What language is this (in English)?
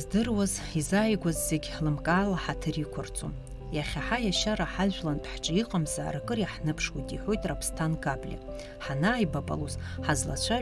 Abkhazian